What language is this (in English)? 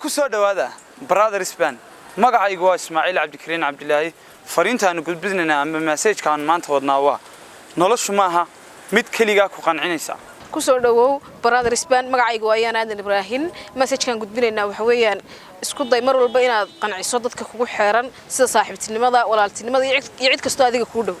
Somali